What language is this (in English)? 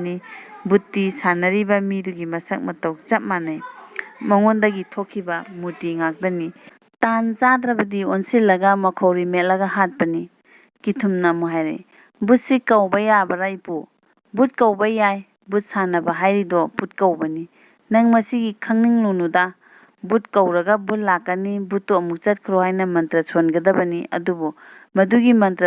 Manipuri